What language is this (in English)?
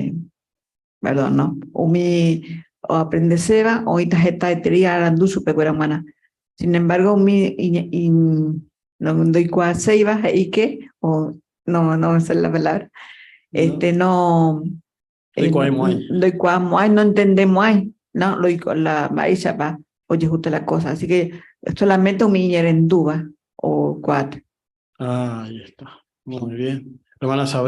Guarani